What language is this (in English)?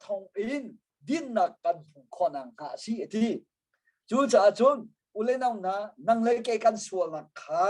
Hakha Chin